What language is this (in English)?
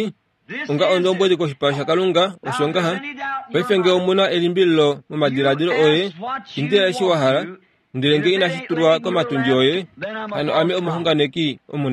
Kuanyama